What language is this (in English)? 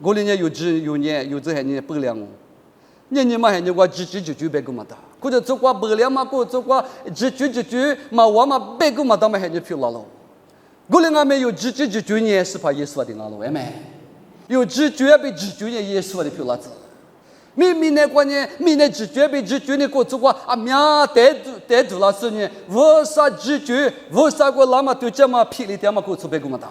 Lisu